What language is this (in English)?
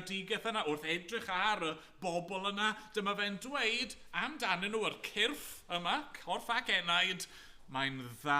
Welsh